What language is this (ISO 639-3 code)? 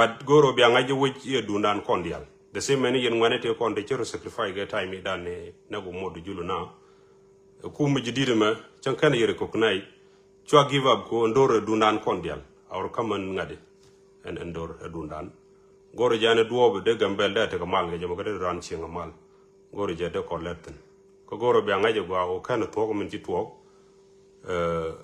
nus